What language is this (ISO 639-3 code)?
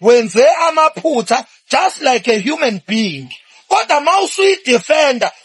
zul